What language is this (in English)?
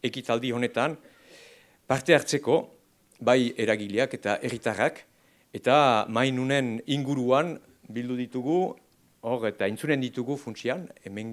Basque